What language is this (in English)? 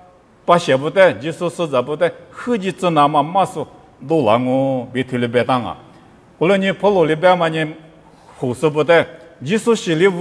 Lisu